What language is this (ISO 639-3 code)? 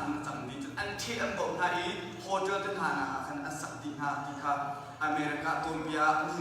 cnh